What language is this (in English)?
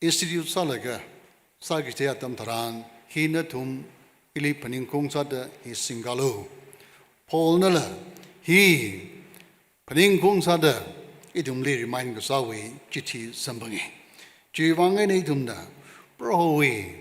Tangkhul Naga (India)